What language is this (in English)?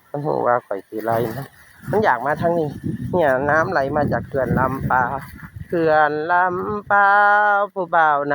Northeastern Thai